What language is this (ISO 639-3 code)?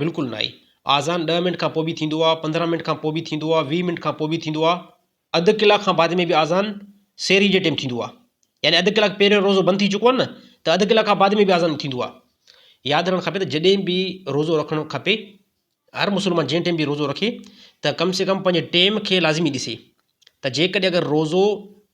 snd